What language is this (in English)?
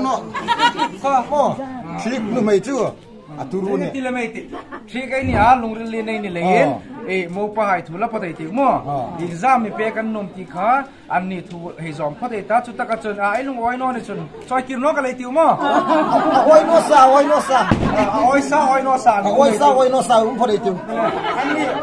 Hmar